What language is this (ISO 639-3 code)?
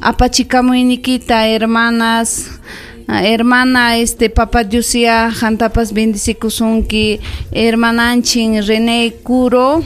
quy